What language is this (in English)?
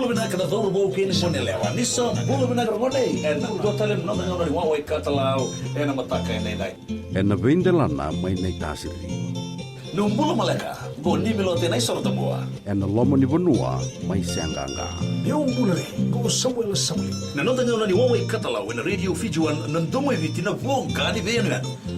Fijian